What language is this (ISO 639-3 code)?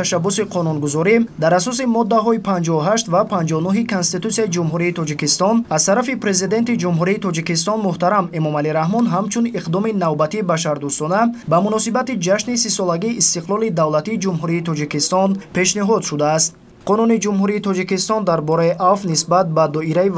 tgk